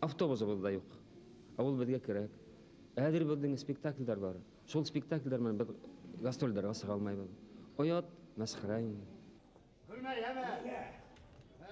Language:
Bashkir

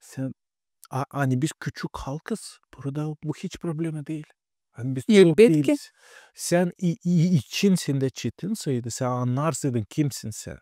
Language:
Gagauz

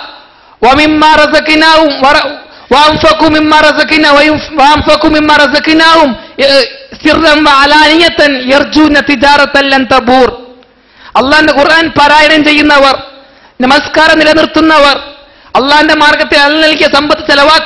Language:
Malayalam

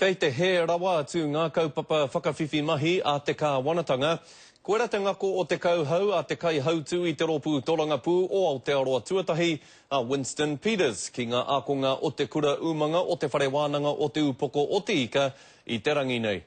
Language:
Māori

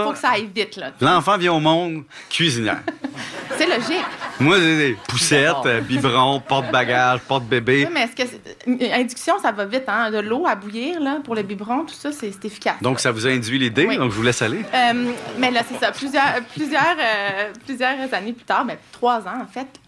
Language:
French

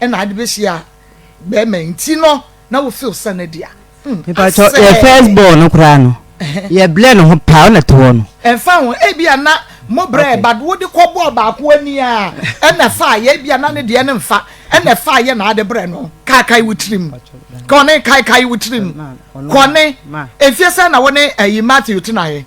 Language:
Akan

